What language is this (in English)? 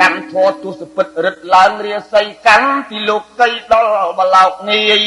Khmer